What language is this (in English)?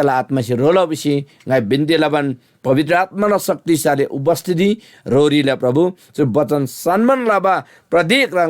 Eastern Tamang